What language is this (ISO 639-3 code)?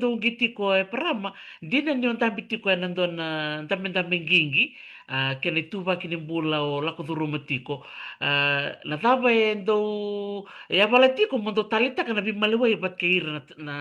fij